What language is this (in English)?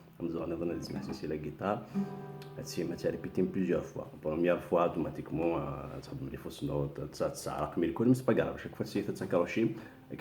Kabyle